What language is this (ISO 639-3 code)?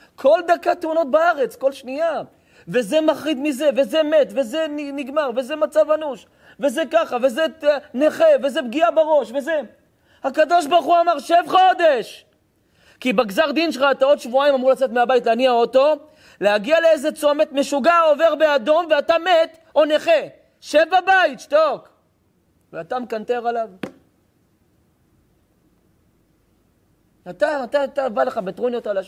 heb